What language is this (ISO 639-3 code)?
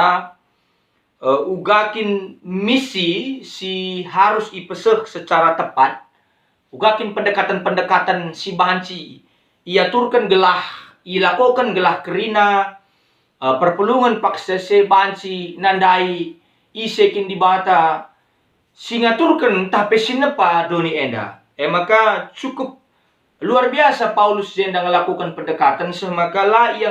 btx